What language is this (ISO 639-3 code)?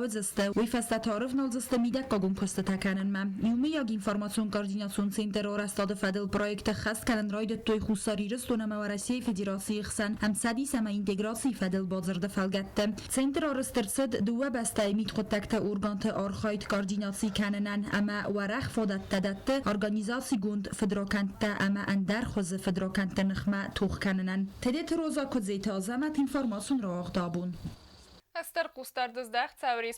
oss